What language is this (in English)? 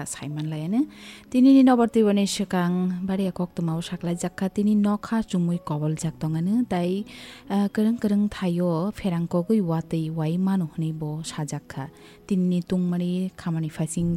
Kok Borok